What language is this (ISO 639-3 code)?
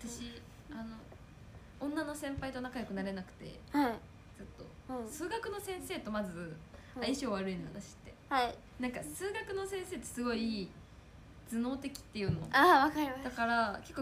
jpn